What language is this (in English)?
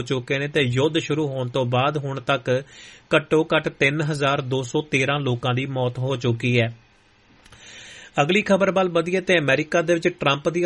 Punjabi